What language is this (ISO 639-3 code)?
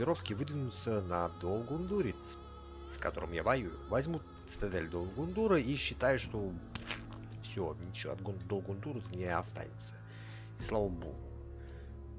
rus